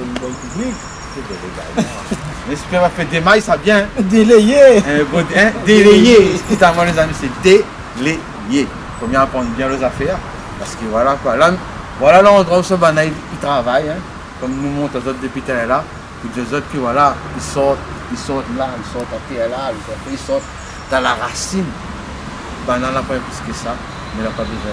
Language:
Réunion Creole French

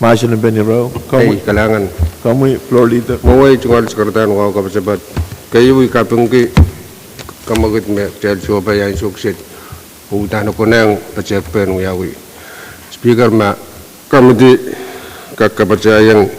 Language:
Pohnpeian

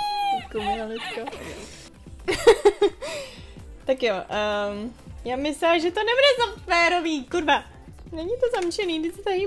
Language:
Czech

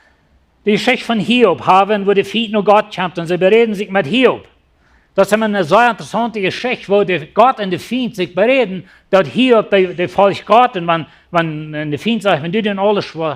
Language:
Plautdietsch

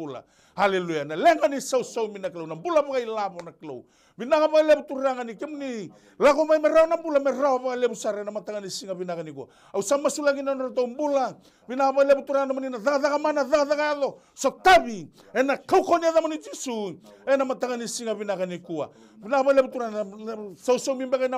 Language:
Fijian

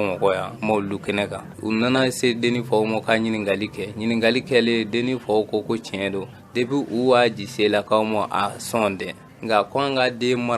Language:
Bambara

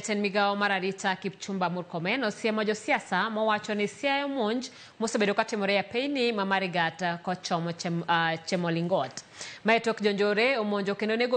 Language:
Luo (Kenya and Tanzania)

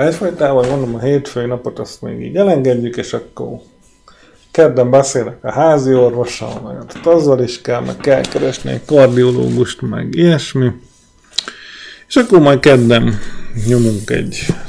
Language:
Hungarian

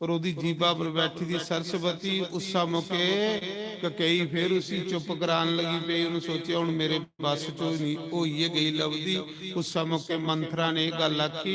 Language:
Dogri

